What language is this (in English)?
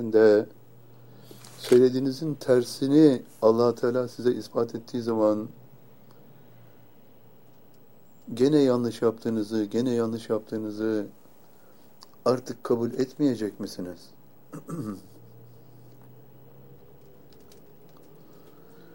Turkish